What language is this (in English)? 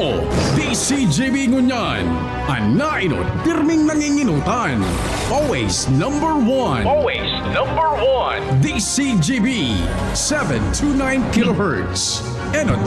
Bikol